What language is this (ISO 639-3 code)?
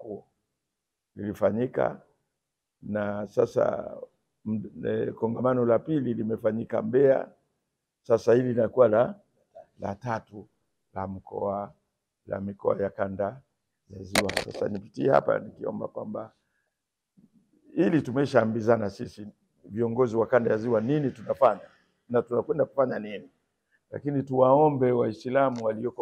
swa